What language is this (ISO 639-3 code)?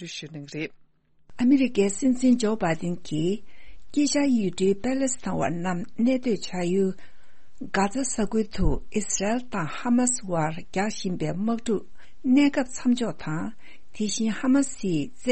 bod